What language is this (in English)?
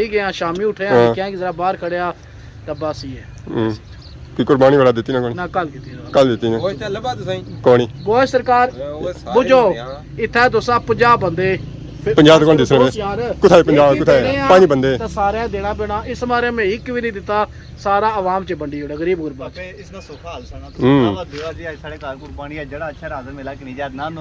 Pahari-Potwari